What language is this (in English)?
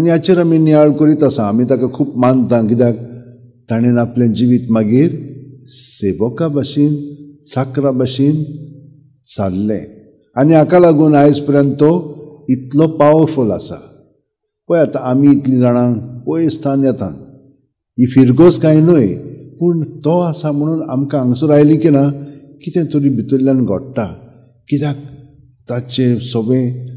Konkani